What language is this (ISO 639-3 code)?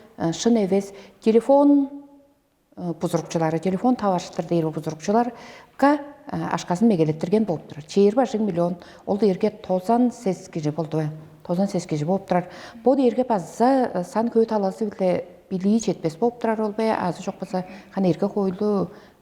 tyv